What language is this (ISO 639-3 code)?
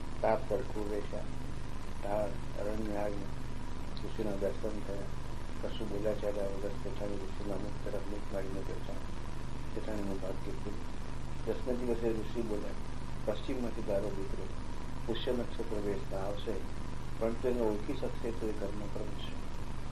guj